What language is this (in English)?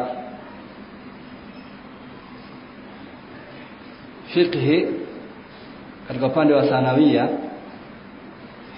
Swahili